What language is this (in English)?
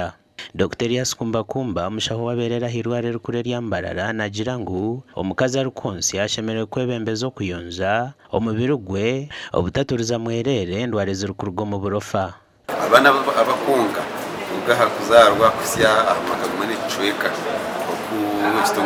Nyankole